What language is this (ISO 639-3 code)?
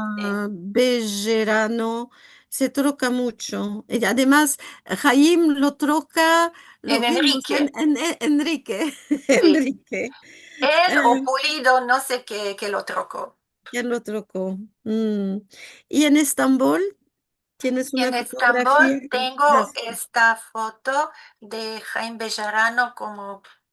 lad